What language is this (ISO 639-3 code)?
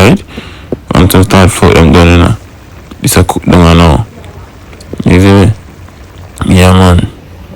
jam